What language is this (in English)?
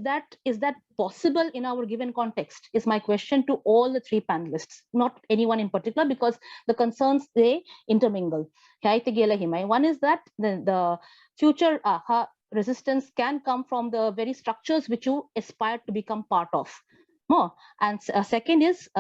Paite Chin